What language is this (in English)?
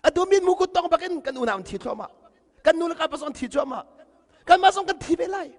Hakha Chin